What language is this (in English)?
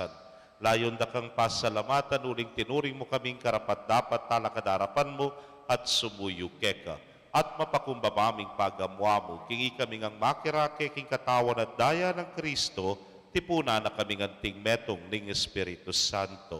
Pampanga